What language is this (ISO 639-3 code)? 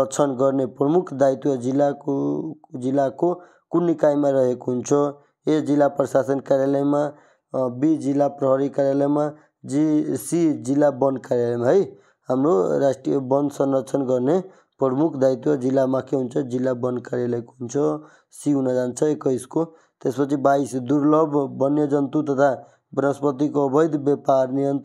nep